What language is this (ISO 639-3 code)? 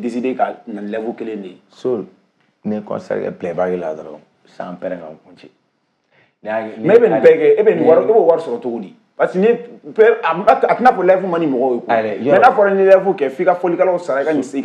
bam